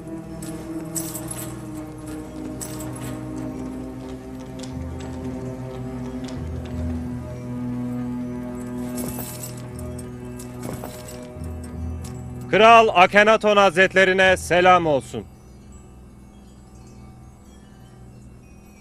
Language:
Turkish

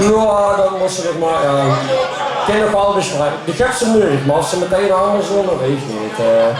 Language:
Limburgish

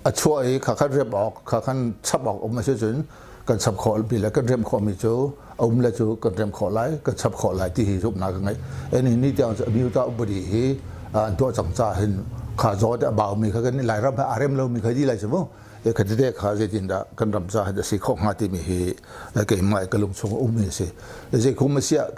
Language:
Hakha Chin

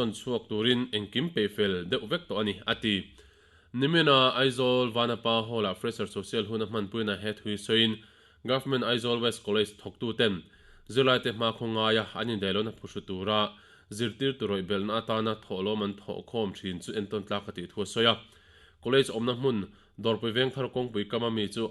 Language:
Mizo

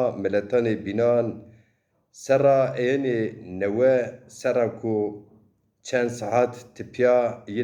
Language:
Zaza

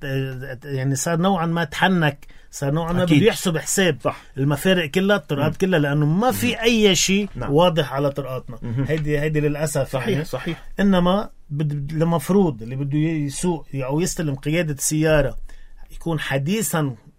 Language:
North Levantine Arabic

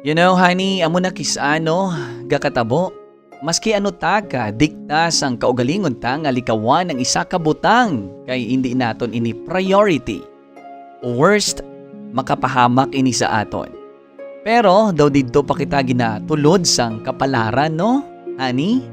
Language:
Hiligaynon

